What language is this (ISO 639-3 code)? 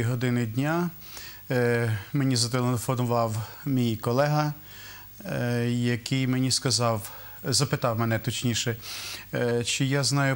ukr